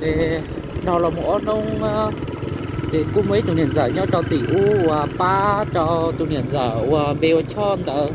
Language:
Hmong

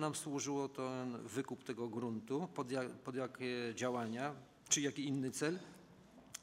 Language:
Polish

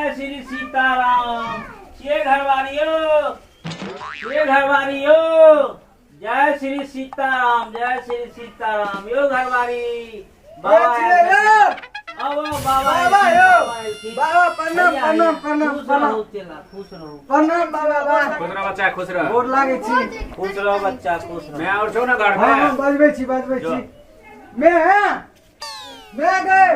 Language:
Maithili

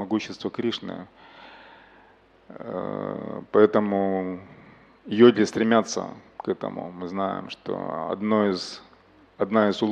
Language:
Russian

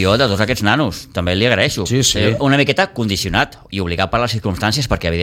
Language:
Catalan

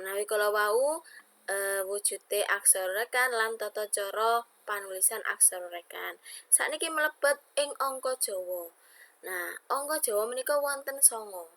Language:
Javanese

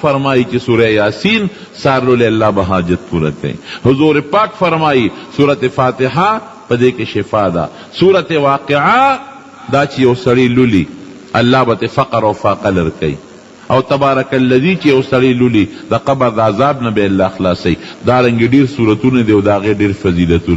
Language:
Pashto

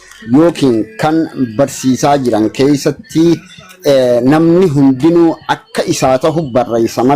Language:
Oromo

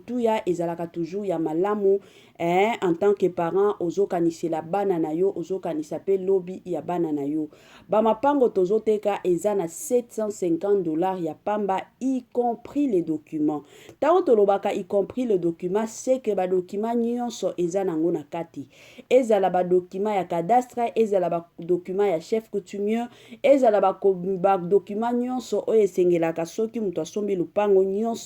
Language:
Lingala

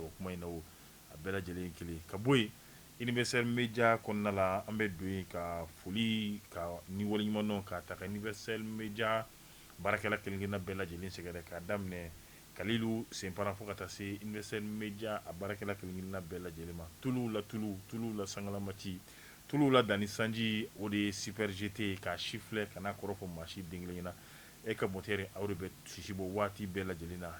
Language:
Bambara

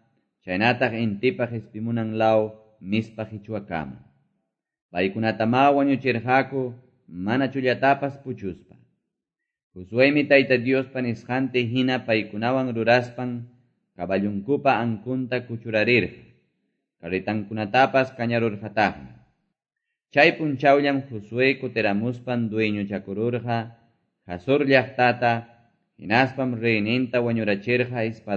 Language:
Quechua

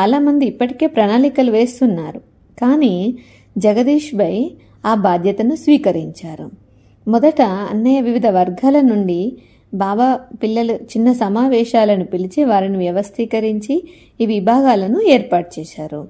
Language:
Telugu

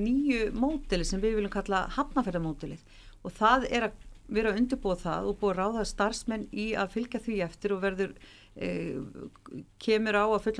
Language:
Icelandic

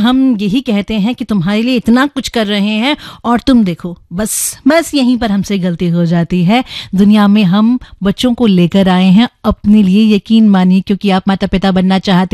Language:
Hindi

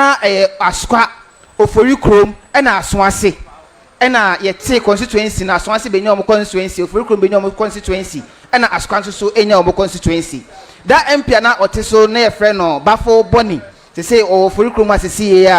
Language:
Akan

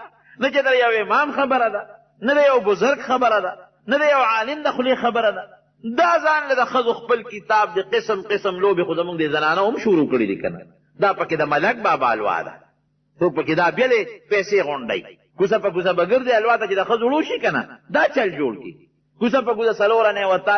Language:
Pashto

